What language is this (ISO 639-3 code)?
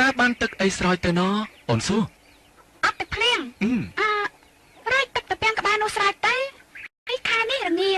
khm